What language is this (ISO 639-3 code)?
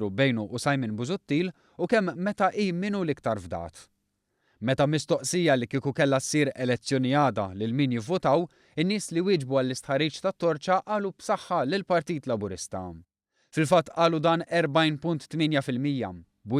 mlt